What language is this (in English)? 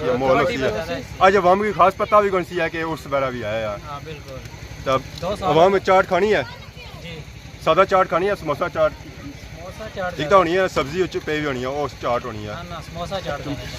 Pahari-Potwari